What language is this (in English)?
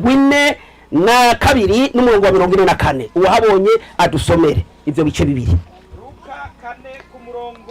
Rundi